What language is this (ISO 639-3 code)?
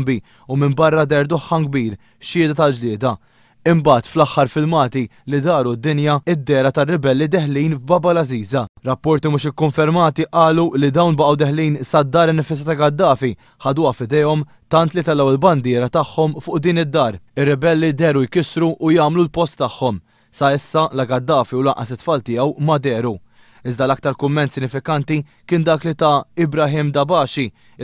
mlt